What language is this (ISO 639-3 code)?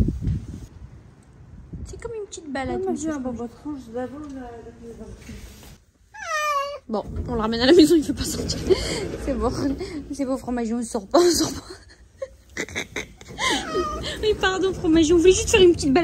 fra